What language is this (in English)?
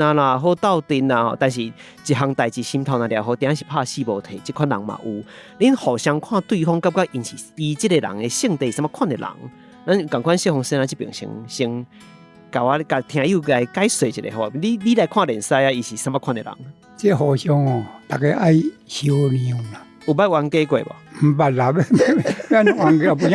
Min Nan Chinese